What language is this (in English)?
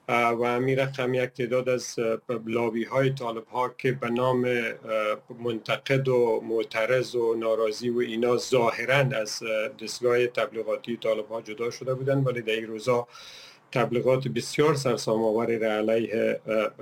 Persian